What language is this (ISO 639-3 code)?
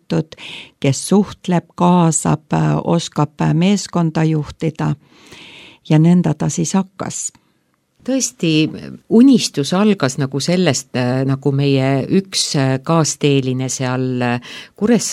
est